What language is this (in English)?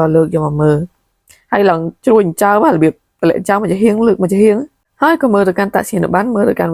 Khmer